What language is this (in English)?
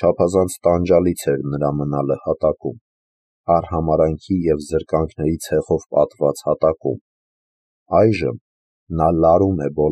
Armenian